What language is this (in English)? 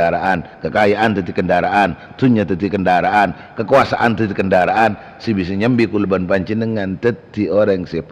Madurese